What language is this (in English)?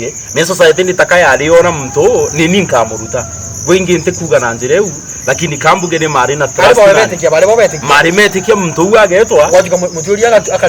Meru